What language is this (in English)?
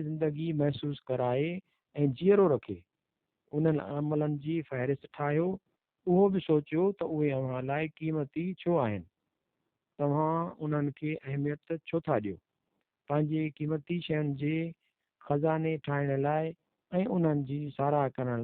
Sindhi